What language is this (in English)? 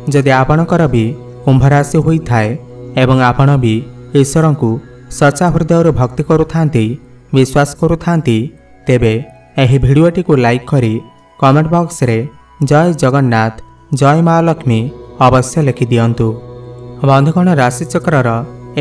Odia